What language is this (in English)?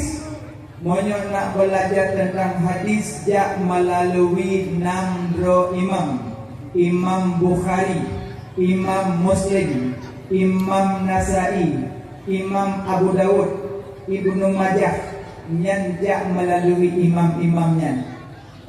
Achinese